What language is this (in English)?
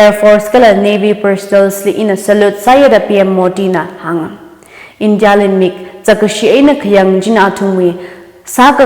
Tangkhul Naga (India)